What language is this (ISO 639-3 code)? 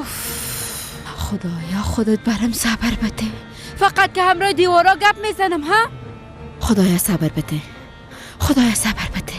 fas